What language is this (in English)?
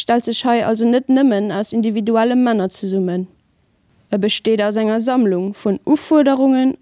Luxembourgish